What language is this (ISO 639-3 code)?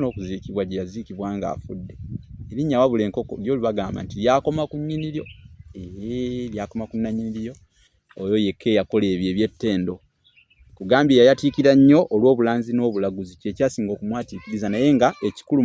lug